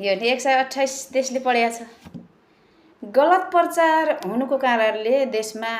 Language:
Nepali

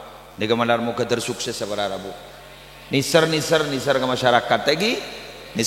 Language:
Madurese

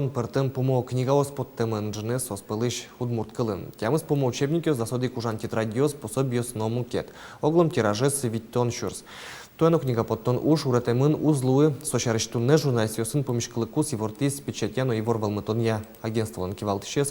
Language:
Udmurt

